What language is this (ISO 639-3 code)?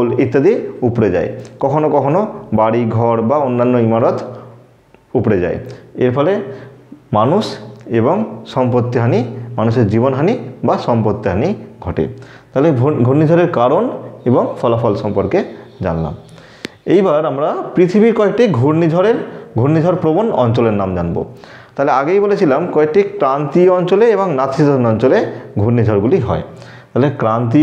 ben